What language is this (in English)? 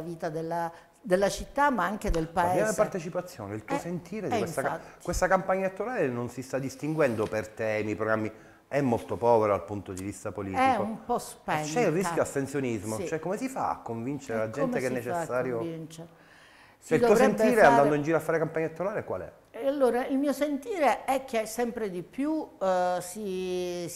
Italian